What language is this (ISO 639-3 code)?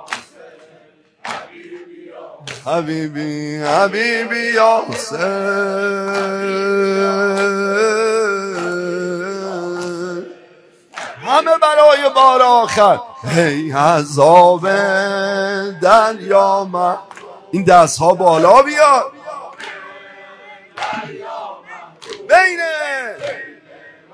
fas